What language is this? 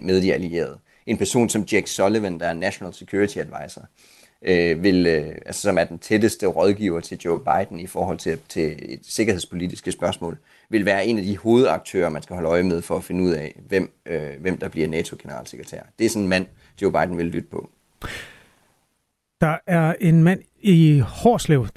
Danish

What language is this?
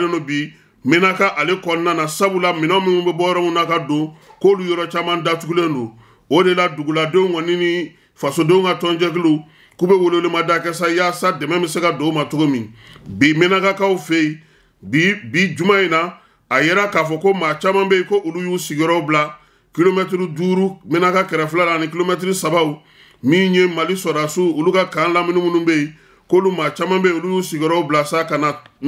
Bambara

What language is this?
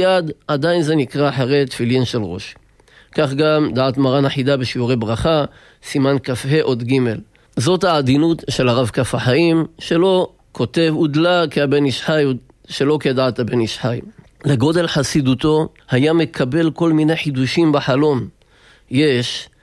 Hebrew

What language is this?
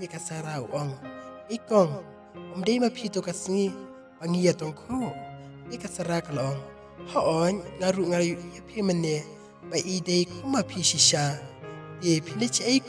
Khasi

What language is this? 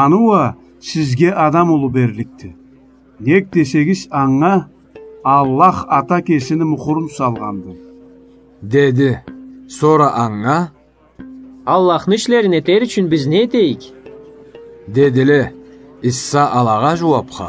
Karachay-Balkar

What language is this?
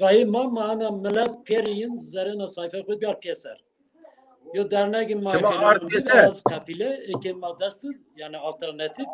Zaza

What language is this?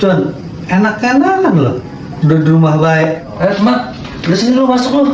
Betawi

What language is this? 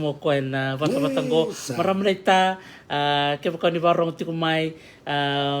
Fijian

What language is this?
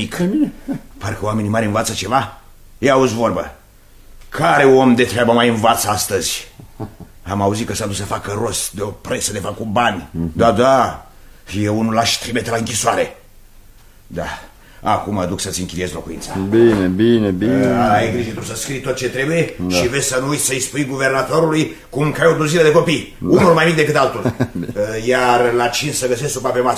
Romanian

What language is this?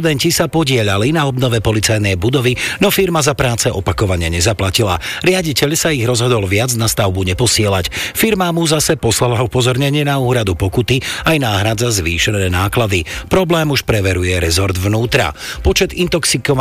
Slovak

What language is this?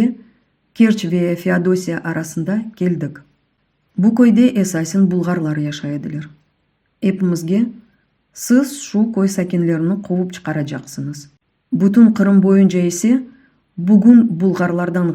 Crimean Tatar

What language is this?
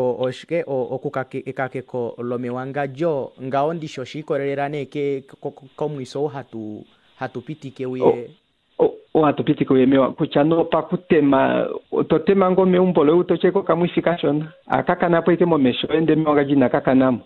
Kuanyama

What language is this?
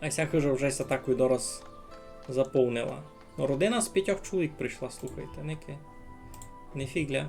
Rusyn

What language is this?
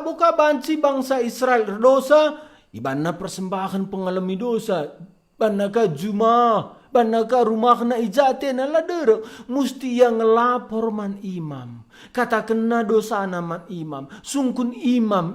Batak Karo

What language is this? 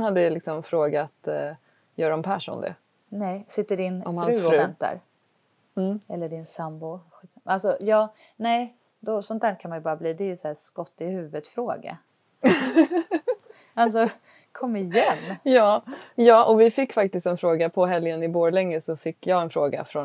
Swedish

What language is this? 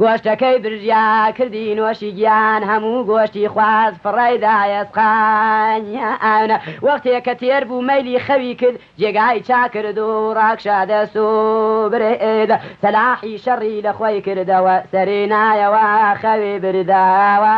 Central Kurdish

